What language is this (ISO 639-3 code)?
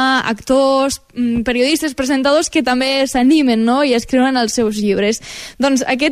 cat